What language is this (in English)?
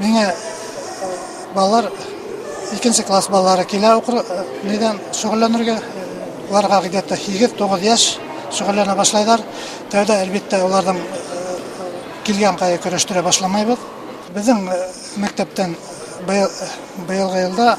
Bashkir